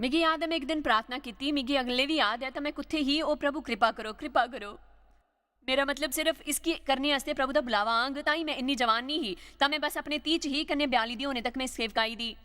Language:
Dogri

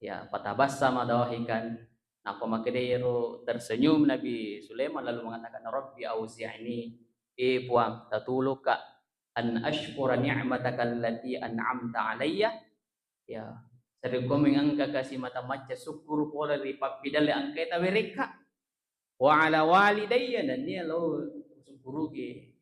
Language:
Buginese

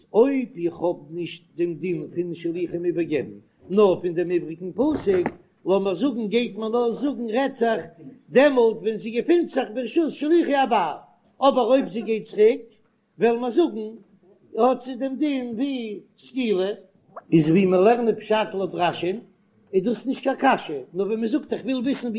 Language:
Yiddish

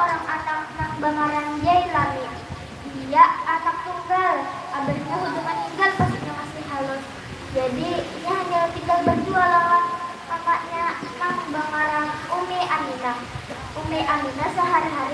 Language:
Banjar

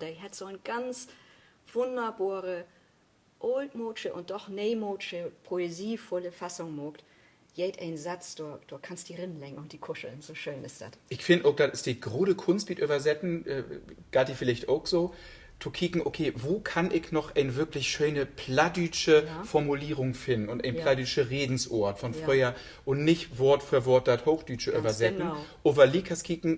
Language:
Low German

